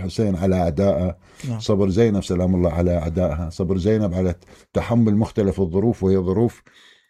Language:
Mesopotamian Arabic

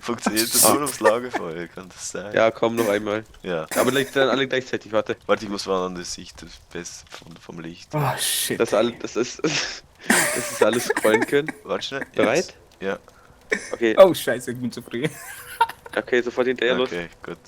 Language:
Swiss German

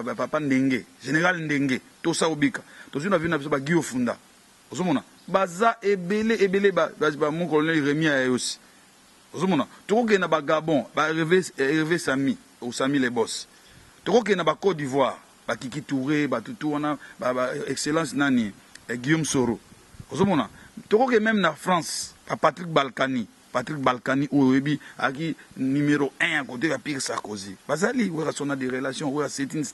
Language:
Lingala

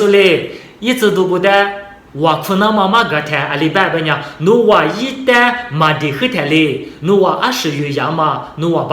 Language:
Lisu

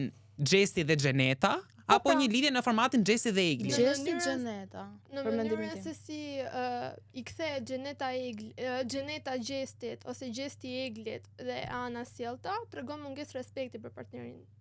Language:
Albanian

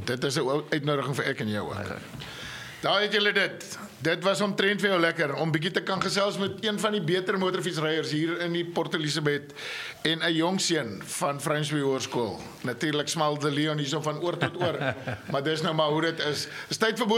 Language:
Afrikaans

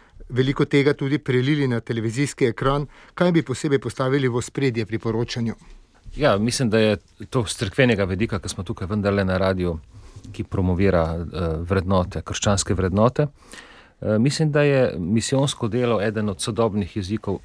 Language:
Slovenian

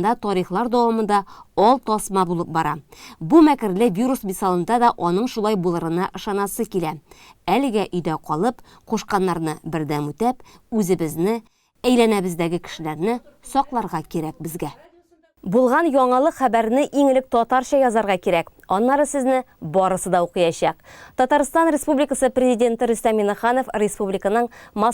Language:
Tatar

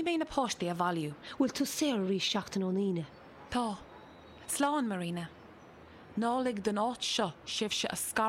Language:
Irish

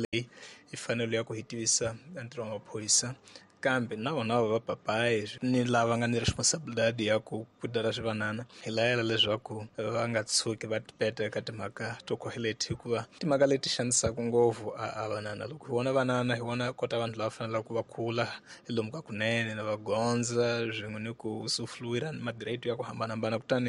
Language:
Tsonga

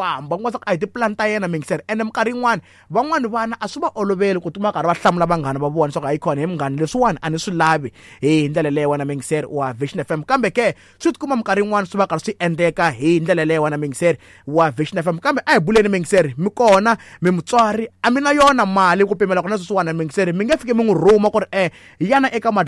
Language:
Tsonga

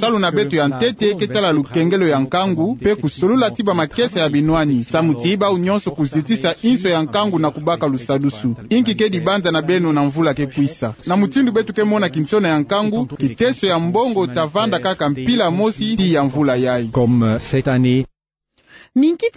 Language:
Kituba (Democratic Republic of Congo)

